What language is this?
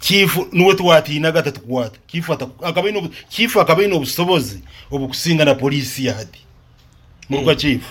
Nyoro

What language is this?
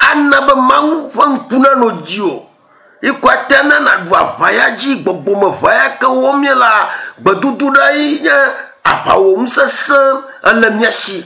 Ewe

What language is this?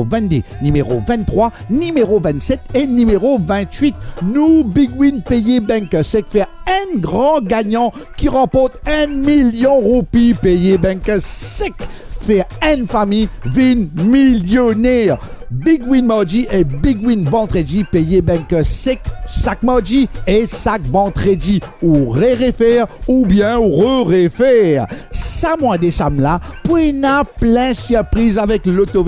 Morisyen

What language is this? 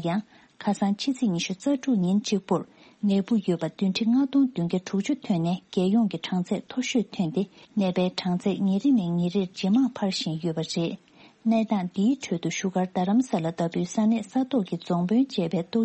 Tibetan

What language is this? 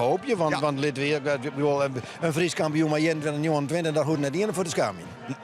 Western Frisian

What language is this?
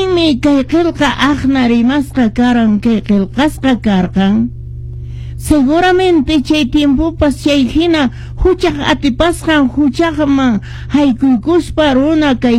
Quechua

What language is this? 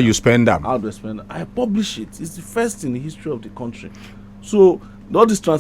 Nigerian Pidgin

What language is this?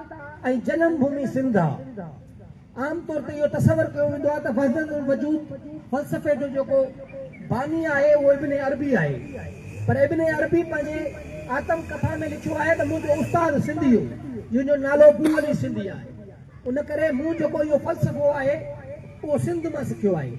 Sindhi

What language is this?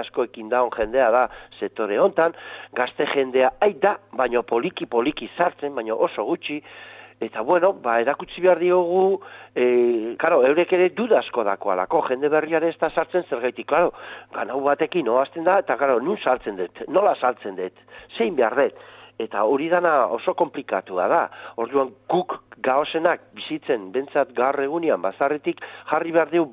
Basque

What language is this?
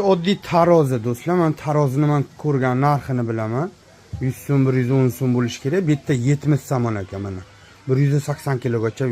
Uzbek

